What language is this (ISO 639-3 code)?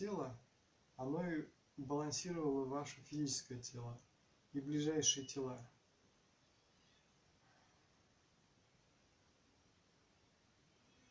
rus